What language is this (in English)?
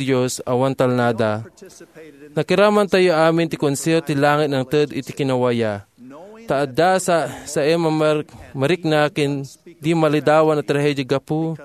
Iloko